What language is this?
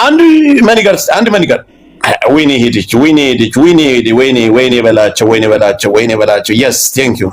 Amharic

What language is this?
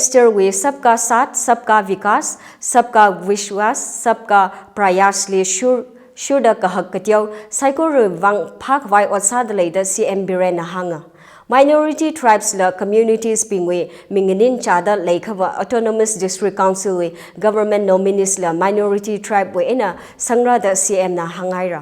Tangkhul Naga (India)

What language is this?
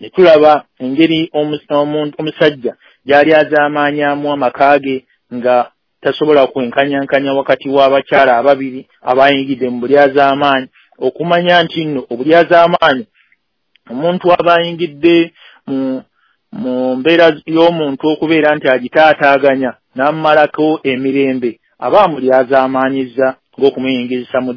Ganda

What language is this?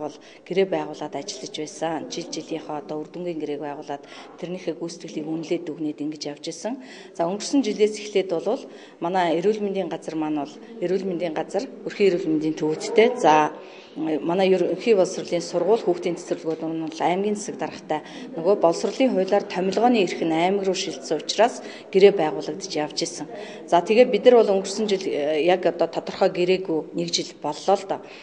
Mongolian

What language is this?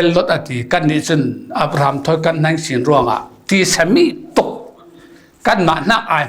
Falam Chin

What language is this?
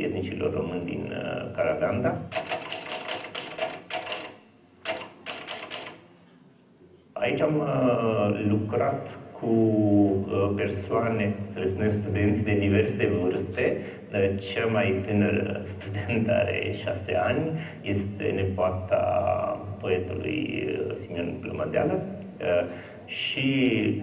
Romanian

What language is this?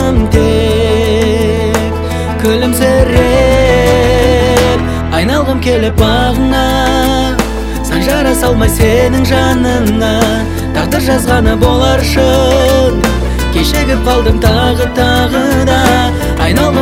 Kazakh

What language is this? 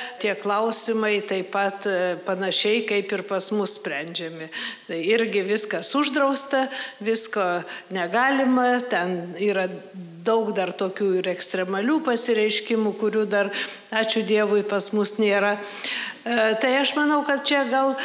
Lithuanian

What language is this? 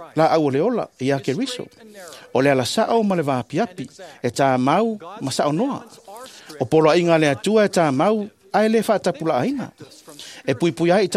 Samoan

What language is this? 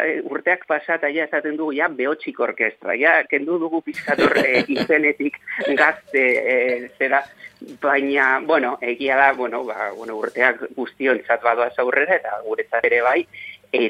Basque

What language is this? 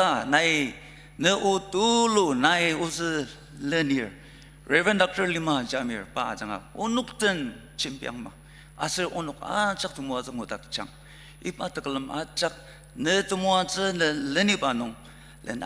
Ao Naga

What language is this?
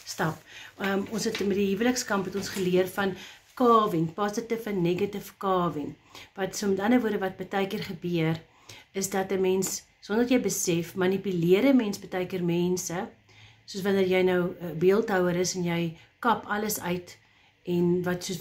Afrikaans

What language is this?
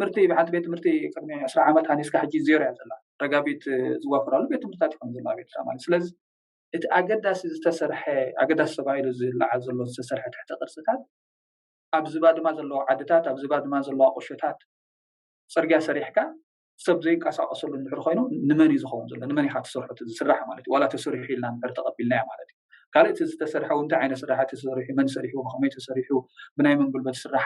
Tigrinya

